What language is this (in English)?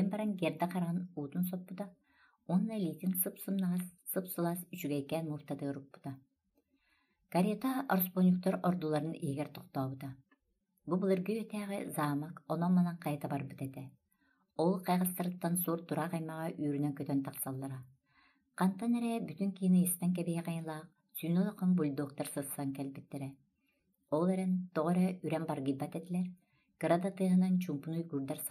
Yakut